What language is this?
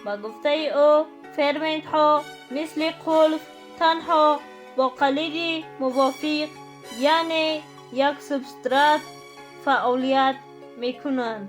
Tajik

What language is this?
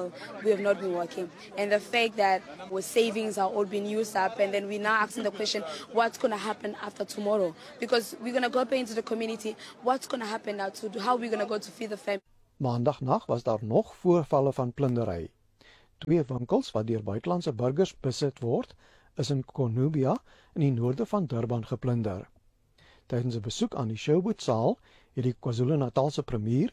Afrikaans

